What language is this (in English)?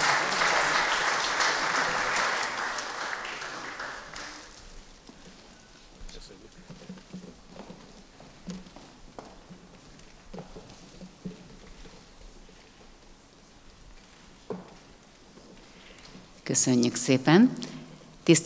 Hungarian